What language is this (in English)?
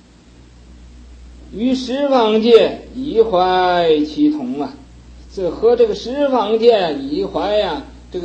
Chinese